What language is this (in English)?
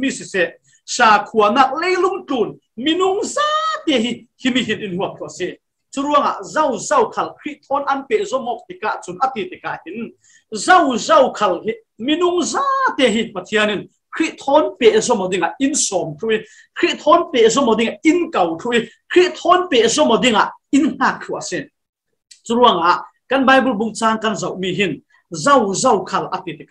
Falam Chin